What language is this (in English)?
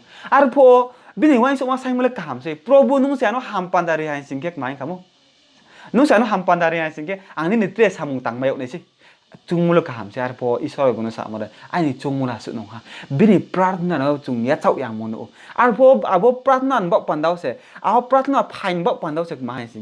Riang (India)